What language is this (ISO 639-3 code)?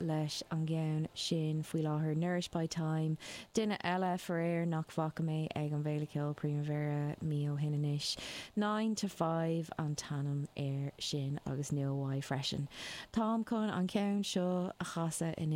gle